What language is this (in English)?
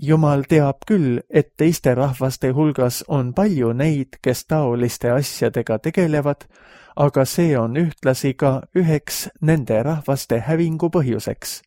Estonian